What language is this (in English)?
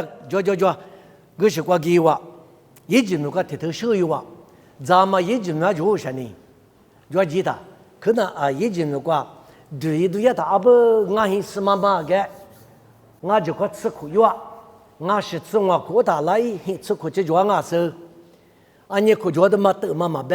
Lisu